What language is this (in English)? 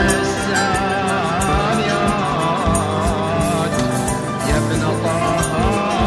Arabic